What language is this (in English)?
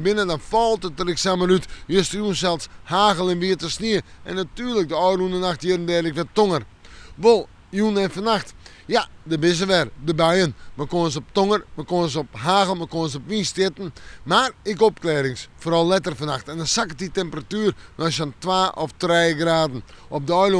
Western Frisian